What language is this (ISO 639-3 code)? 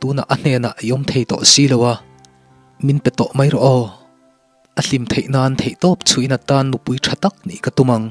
lus